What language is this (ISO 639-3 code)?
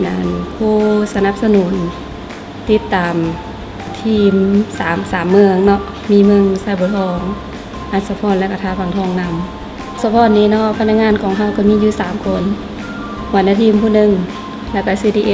lao